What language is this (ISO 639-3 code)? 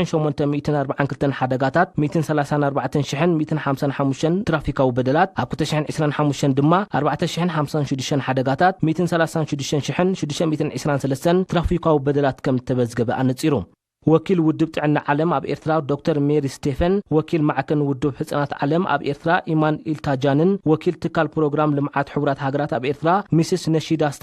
tir